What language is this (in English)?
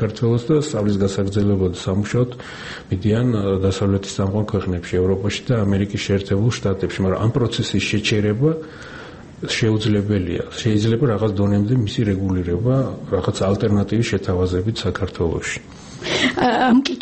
Georgian